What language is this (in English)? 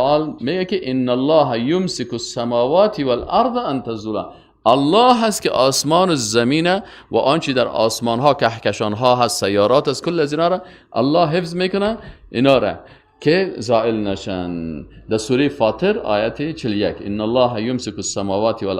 Persian